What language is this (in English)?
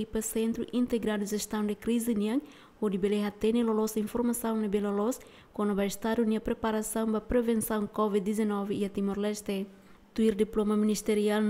Tetum